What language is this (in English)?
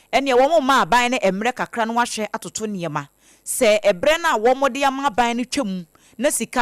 Akan